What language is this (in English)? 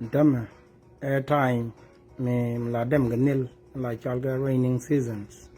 Nuer